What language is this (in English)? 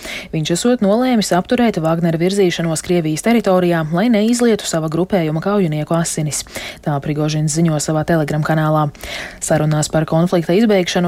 Latvian